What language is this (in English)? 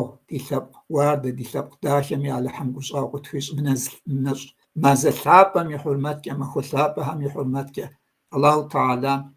Kabardian